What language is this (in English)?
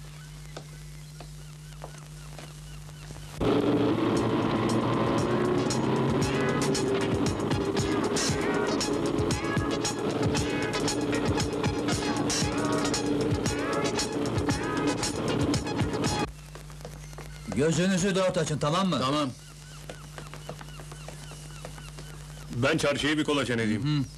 Turkish